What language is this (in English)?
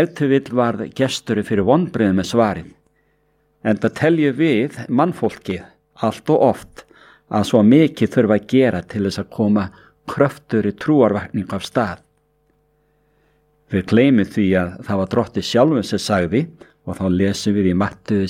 Icelandic